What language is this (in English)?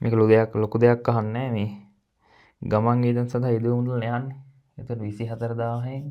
Sinhala